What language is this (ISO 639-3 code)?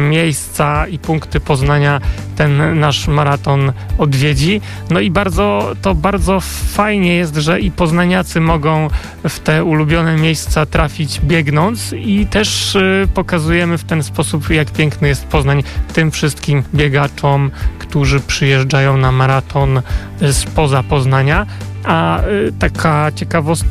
pol